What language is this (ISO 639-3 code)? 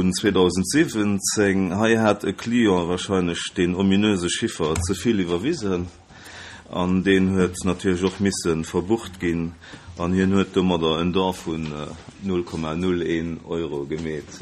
ltz